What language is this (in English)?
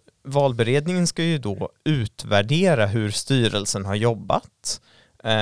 Swedish